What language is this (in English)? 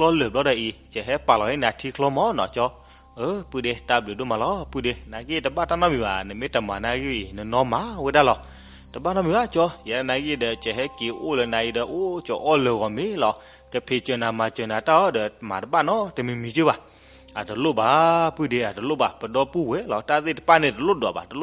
S'gaw Karen